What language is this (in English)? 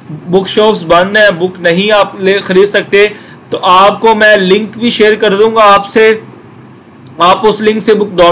Hindi